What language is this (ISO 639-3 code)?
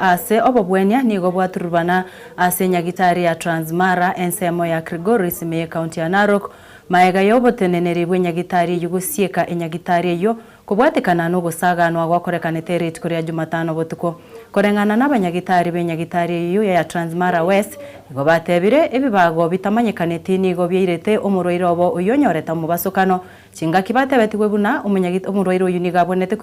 guz